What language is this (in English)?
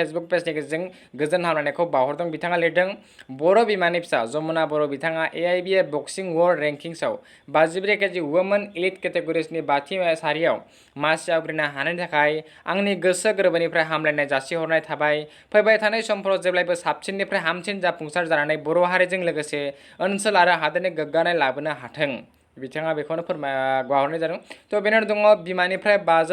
Bodo